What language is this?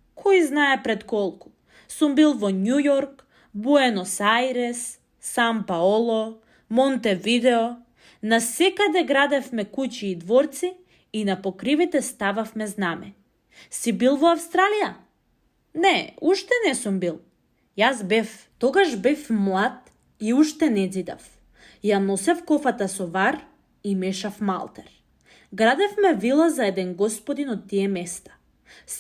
Macedonian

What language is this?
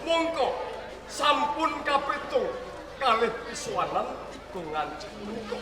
Javanese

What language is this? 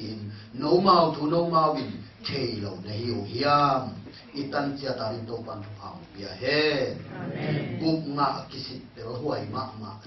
Tedim Chin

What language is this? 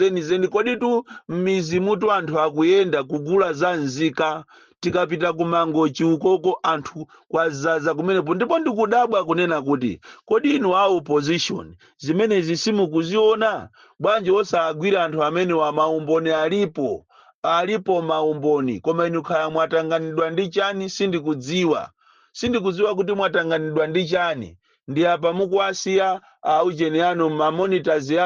Nyanja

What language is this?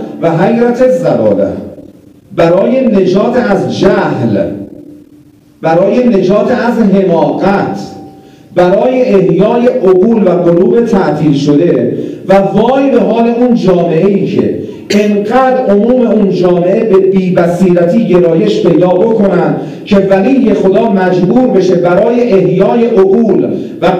Persian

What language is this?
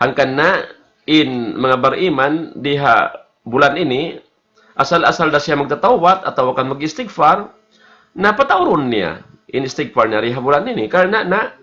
Tausug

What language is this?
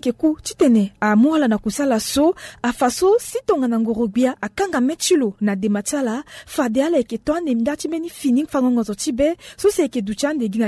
Sango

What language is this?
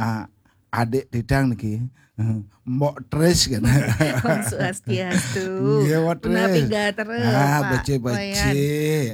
Balinese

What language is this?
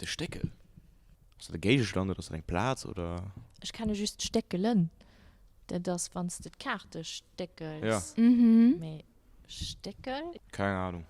Luxembourgish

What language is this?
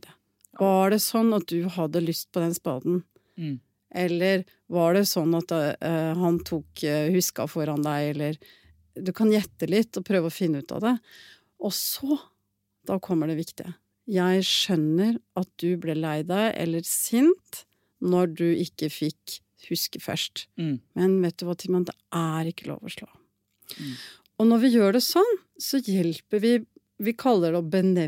Norwegian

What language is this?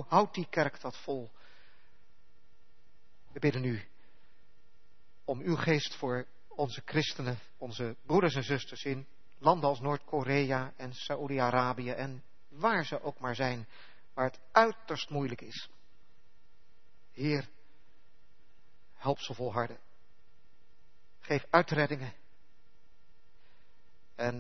Dutch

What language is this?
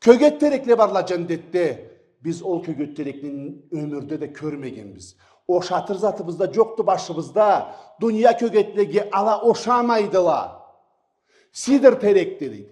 Karachay-Balkar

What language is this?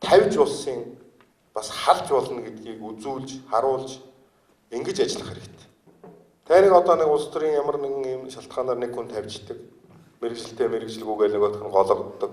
Mongolian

